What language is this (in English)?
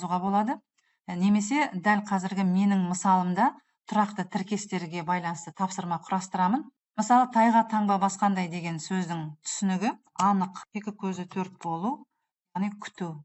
Kazakh